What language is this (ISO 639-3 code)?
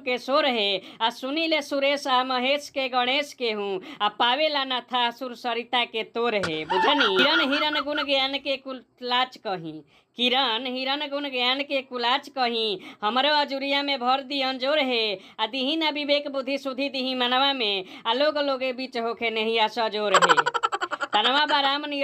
bho